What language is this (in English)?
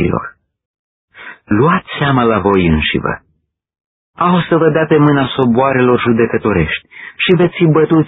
Romanian